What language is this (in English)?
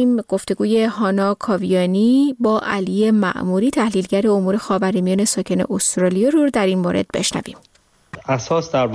Persian